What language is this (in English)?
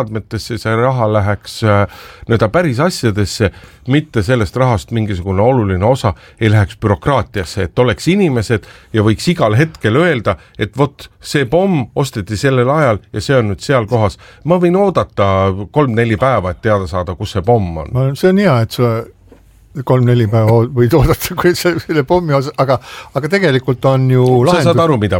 Estonian